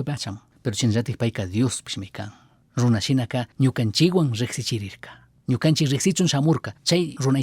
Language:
Chimborazo Highland Quichua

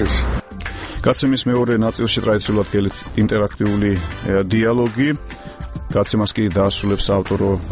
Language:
Georgian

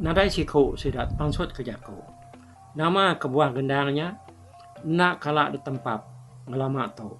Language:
Iban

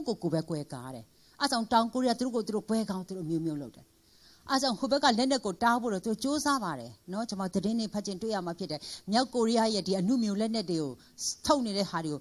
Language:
Burmese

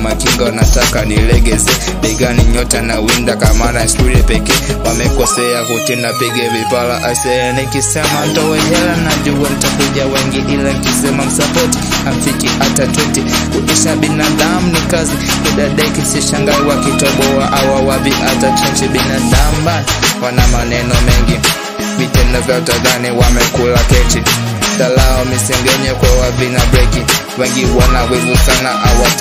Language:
Swahili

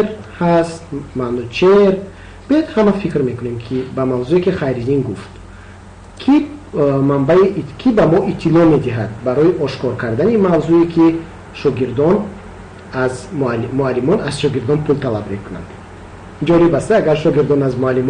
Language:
Tajik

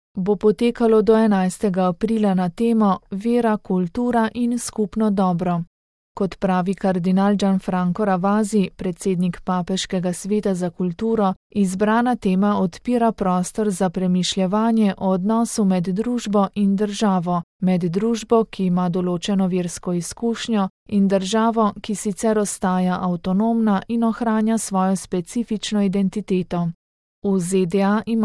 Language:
Slovenian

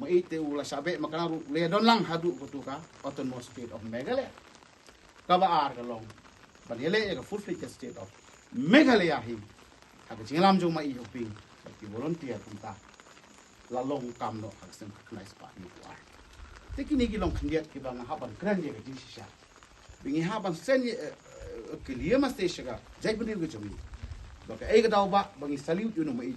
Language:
Khasi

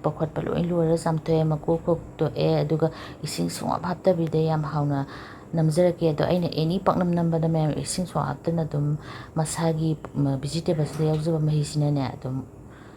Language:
Manipuri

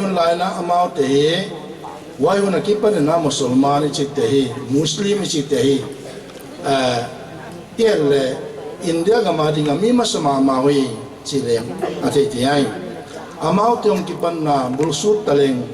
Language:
Paite Chin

